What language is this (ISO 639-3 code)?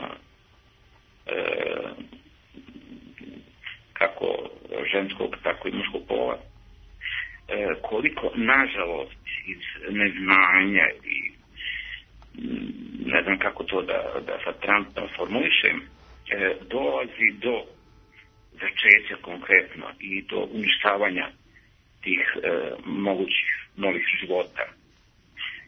srp